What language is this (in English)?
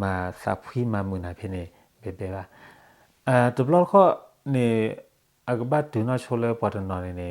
S'gaw Karen